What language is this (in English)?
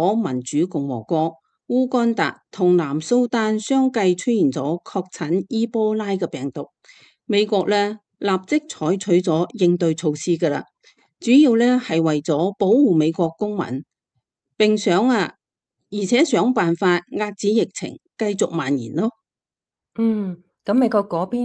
Cantonese